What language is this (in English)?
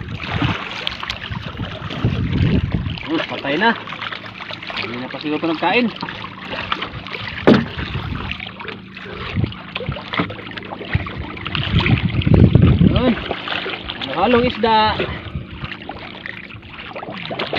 Filipino